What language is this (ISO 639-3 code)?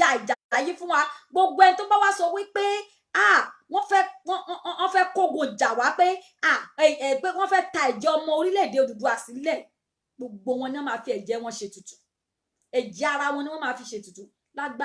yor